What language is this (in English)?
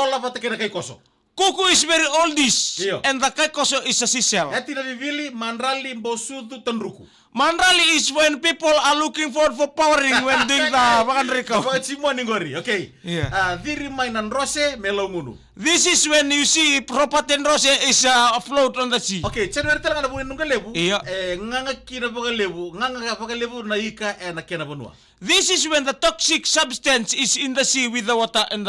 Fijian